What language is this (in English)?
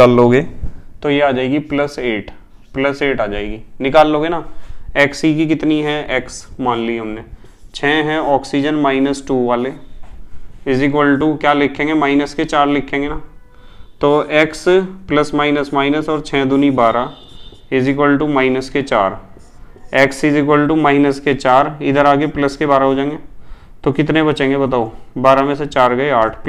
Hindi